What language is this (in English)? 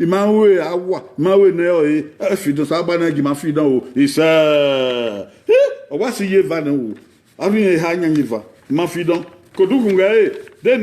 Bini